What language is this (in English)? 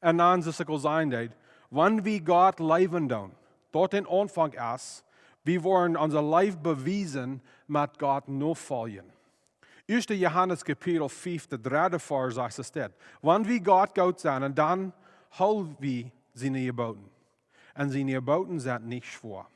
Plautdietsch